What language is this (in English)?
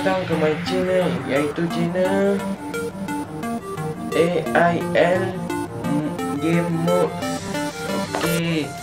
Malay